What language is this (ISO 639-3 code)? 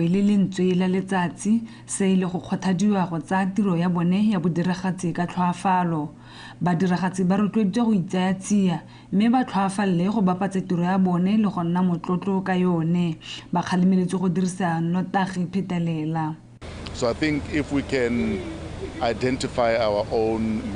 tsn